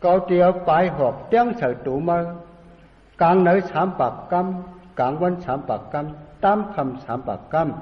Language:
Shan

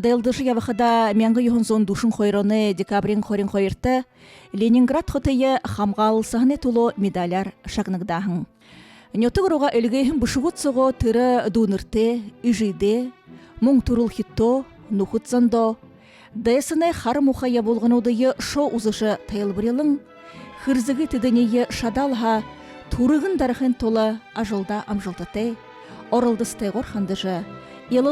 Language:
Buriat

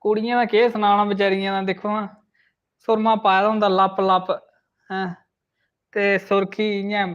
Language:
Dogri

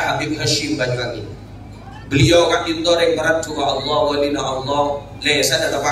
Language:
Madurese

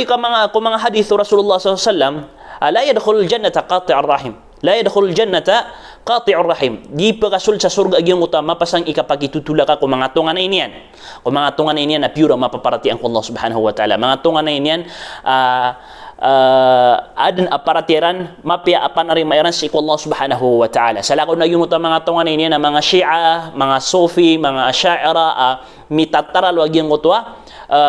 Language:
Maranao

